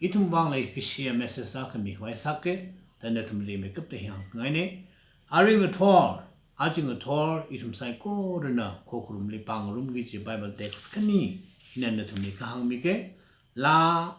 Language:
Tangkhul Naga (India)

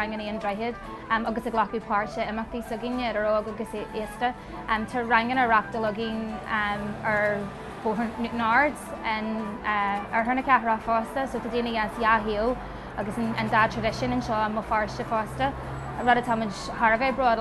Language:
Irish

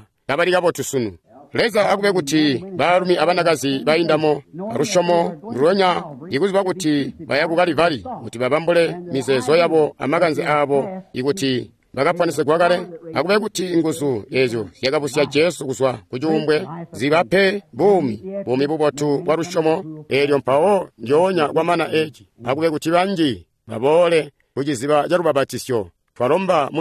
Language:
Tonga (Zambia)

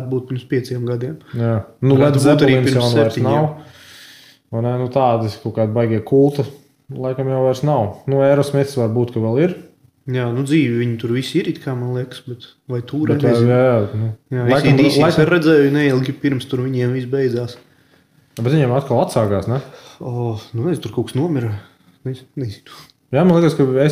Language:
Latvian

